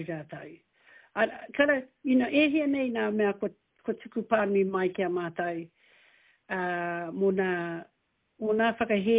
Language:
Māori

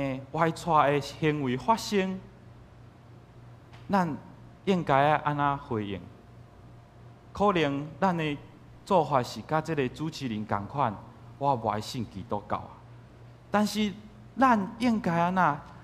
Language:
Min Nan Chinese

